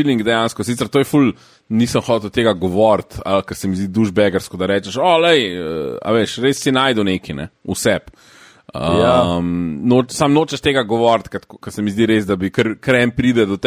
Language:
Slovenian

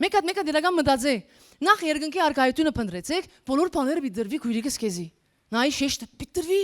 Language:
Western Armenian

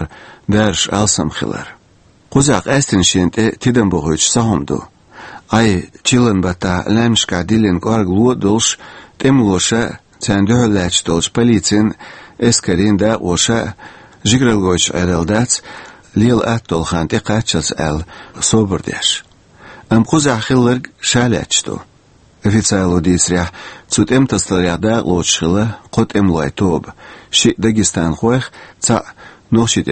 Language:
Chechen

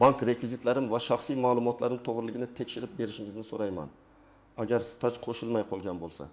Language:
Uzbek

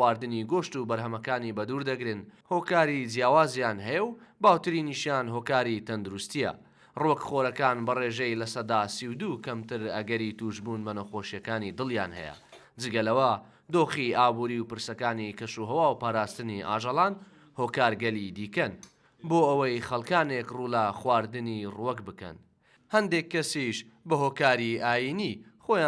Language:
Central Kurdish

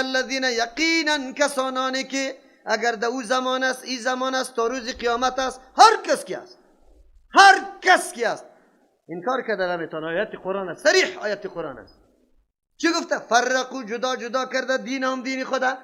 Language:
Persian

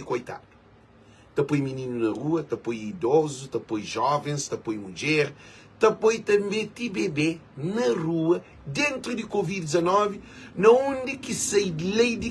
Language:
Kabuverdianu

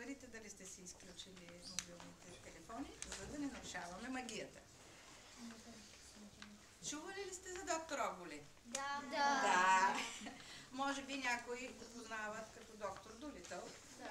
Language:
Bulgarian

